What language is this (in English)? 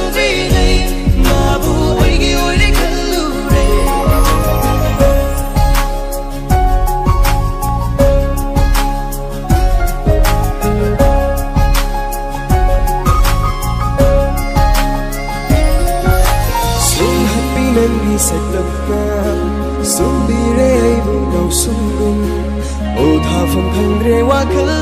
Manipuri